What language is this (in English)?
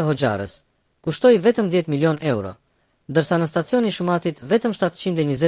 Albanian